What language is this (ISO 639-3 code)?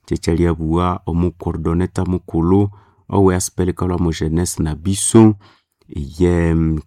nnb